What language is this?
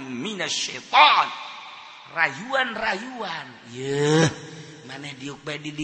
Sundanese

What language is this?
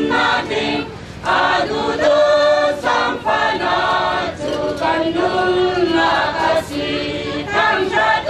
Falam Chin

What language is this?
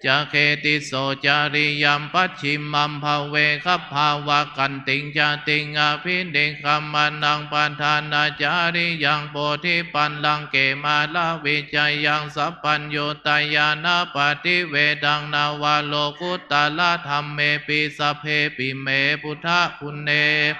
Pali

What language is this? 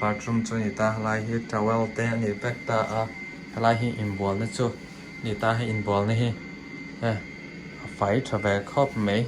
Mizo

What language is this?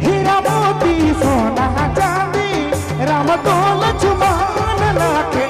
Sadri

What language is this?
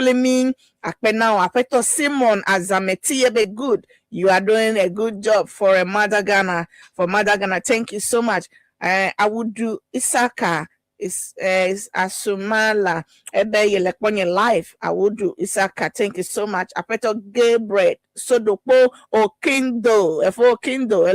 Ewe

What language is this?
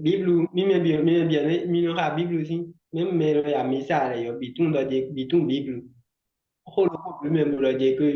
Fon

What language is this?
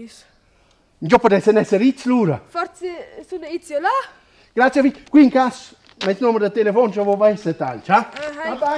Romansh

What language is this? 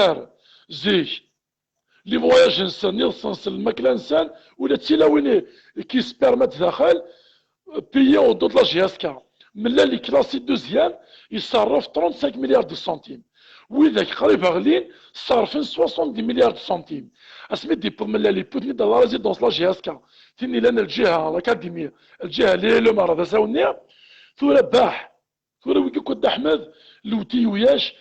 Kabyle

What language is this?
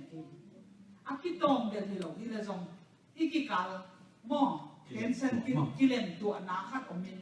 Tedim Chin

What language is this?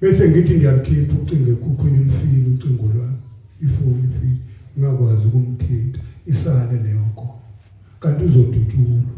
Zulu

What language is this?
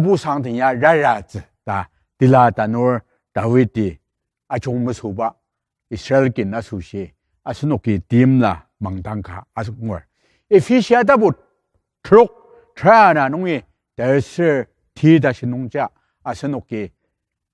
Ao Naga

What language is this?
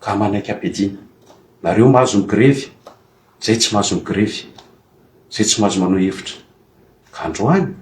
Malagasy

